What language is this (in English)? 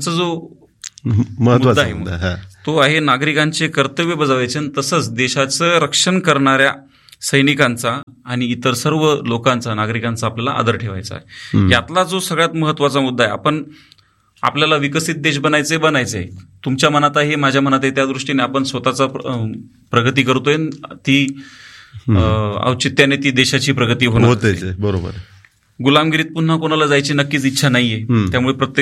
Marathi